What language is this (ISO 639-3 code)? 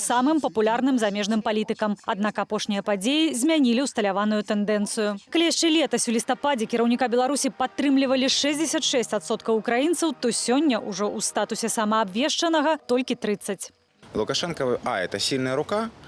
bel